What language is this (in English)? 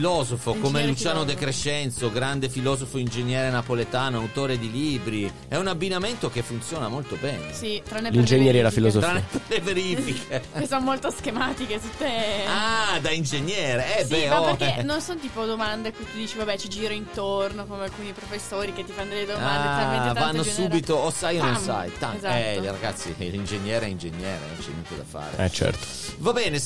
Italian